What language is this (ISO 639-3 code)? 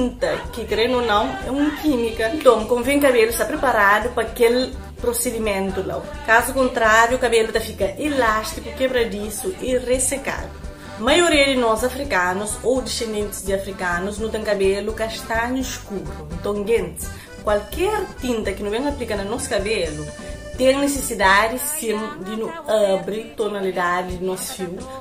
kea